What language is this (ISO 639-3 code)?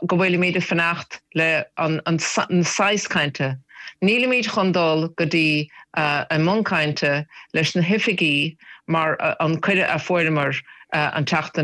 gle